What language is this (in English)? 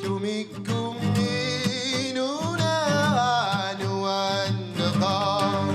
Kalaallisut